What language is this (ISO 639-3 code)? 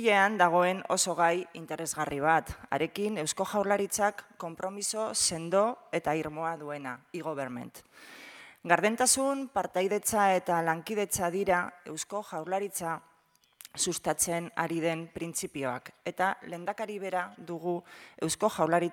eus